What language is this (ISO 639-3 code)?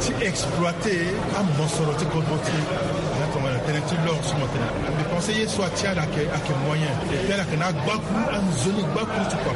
sag